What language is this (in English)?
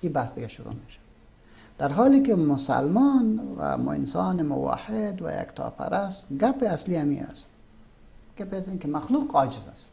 Persian